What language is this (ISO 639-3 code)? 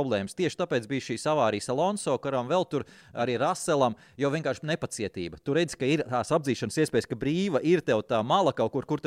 lav